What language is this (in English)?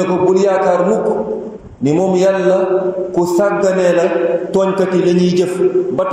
Wolof